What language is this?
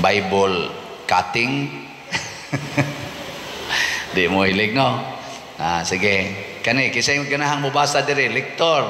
Cebuano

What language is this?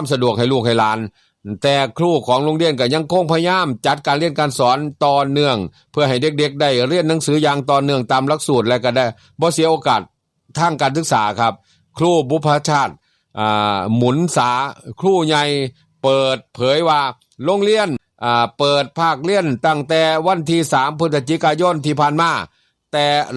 Northeastern Thai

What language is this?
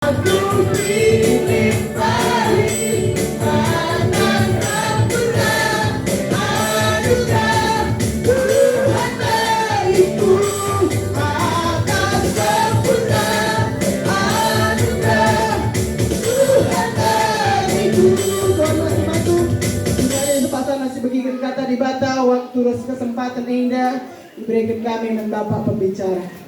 Batak Karo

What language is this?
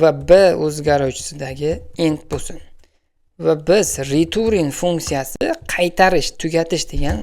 Uzbek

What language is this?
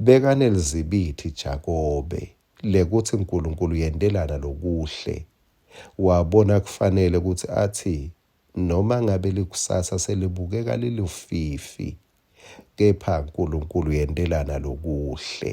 Swati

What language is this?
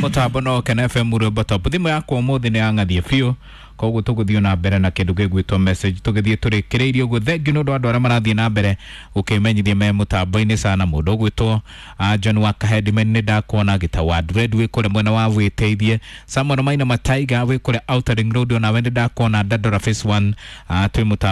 Kikuyu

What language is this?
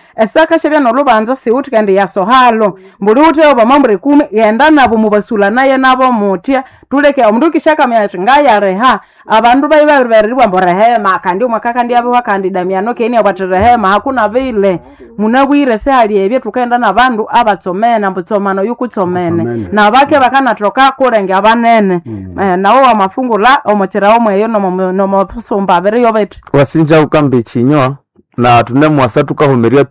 Nande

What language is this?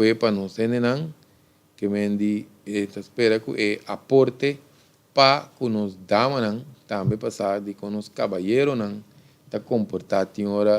Papiamento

